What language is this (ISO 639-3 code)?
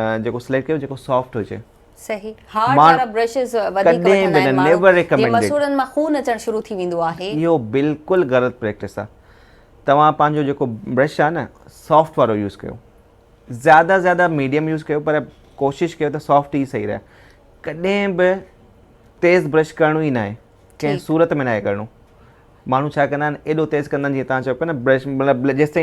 snd